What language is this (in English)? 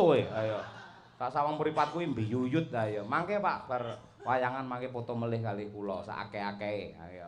Javanese